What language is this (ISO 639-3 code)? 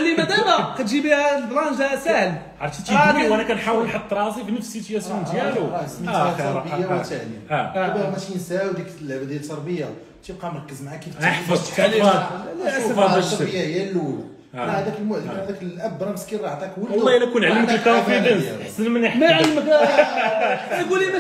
ary